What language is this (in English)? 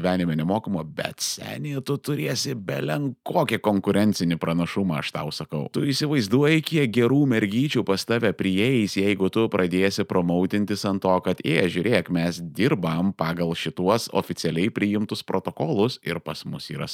Lithuanian